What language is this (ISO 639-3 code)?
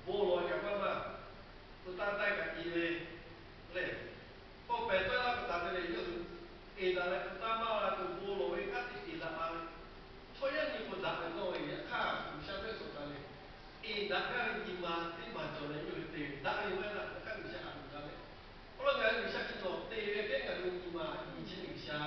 lhu